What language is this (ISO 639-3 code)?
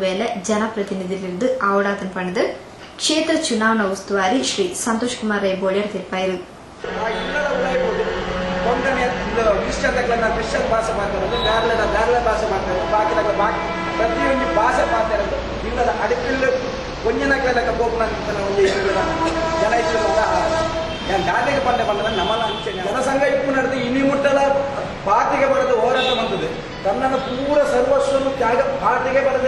tcy